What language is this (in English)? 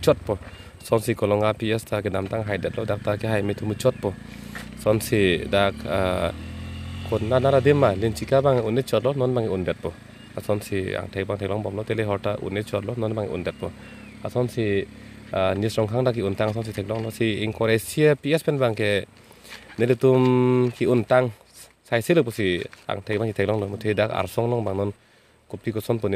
Karbi